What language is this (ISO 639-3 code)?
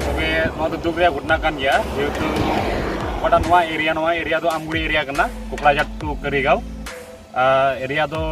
sat